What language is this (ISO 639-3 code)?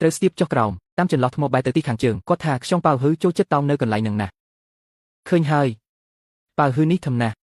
khm